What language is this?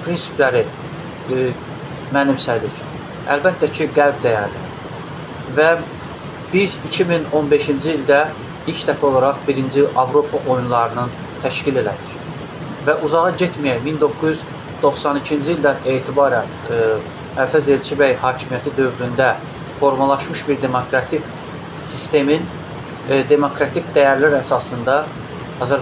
Azerbaijani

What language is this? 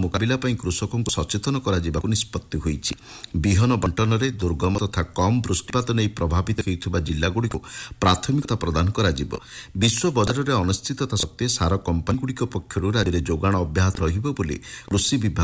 Odia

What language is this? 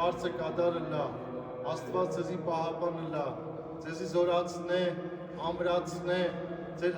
Western Armenian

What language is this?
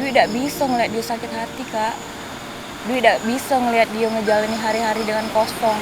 Musi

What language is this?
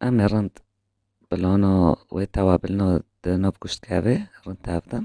Kurdish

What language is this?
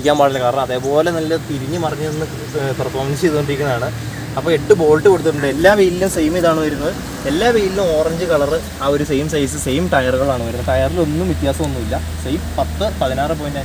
Malayalam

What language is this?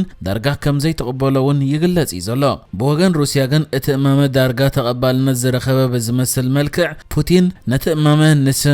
Tigrinya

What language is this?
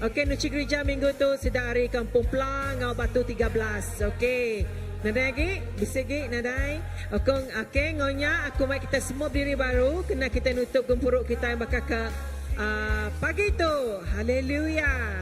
Iban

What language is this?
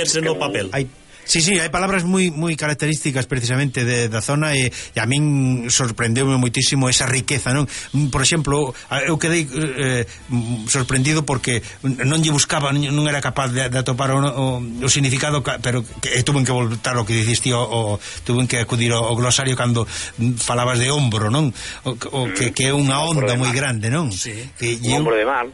Galician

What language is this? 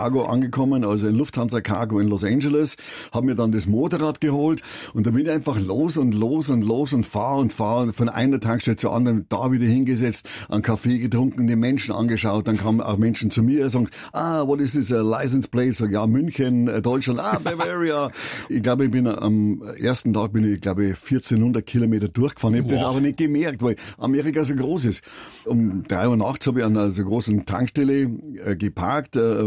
German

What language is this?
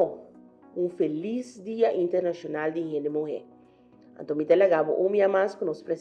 Papiamento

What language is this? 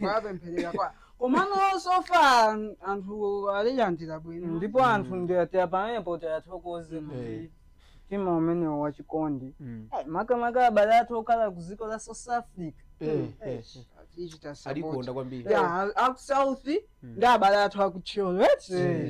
Nyanja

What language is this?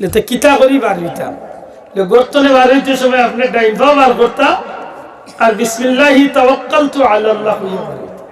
Sylheti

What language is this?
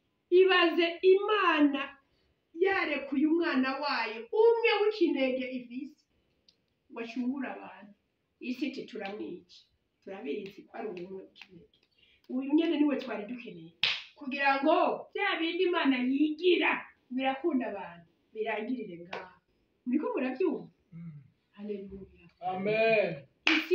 Rundi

